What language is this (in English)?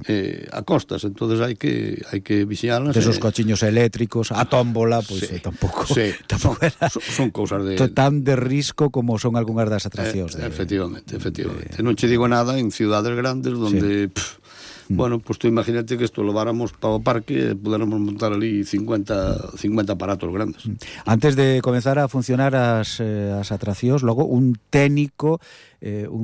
Galician